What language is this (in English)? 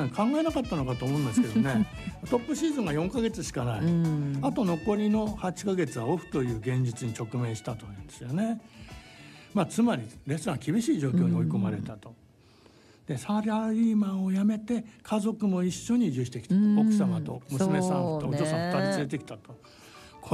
Japanese